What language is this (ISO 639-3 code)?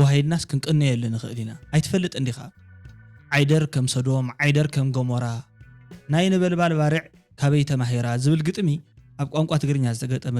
tir